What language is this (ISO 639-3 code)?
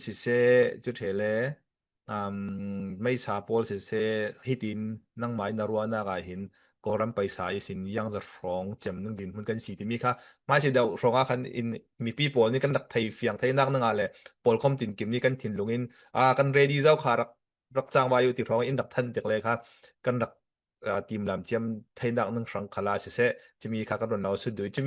cfm